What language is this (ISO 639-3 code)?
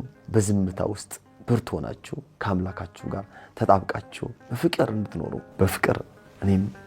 amh